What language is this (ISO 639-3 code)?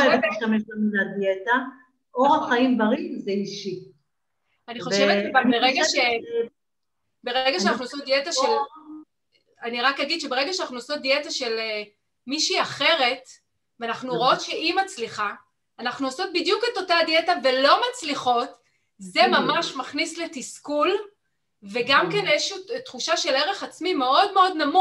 heb